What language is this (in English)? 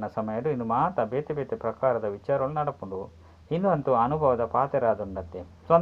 Tulu